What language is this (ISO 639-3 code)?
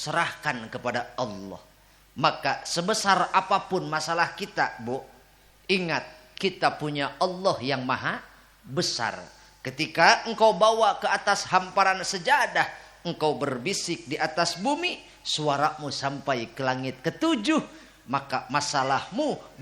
sun